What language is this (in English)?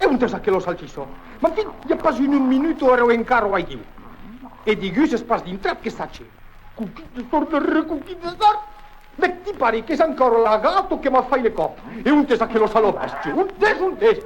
Occitan